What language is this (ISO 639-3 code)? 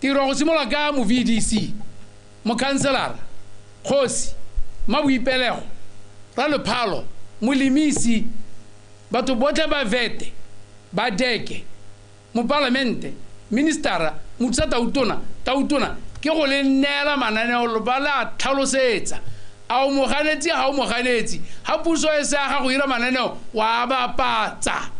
tsn